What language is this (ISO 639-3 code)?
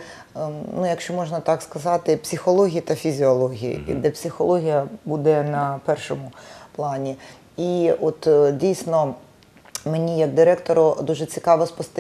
ukr